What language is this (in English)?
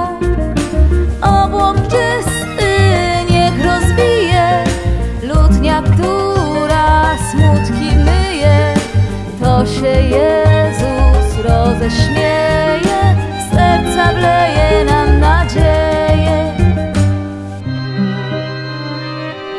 Polish